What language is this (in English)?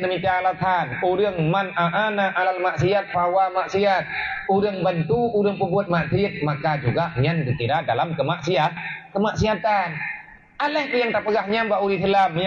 Achinese